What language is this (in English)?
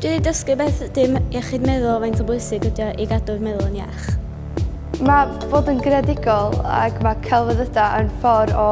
Welsh